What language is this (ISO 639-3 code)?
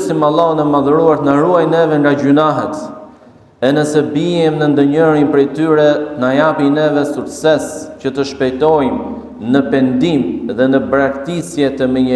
sqi